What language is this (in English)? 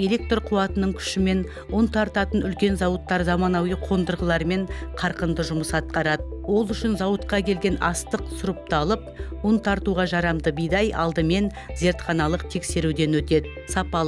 Kazakh